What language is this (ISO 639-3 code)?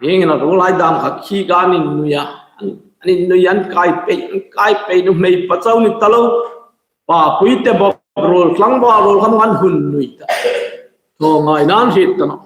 hmr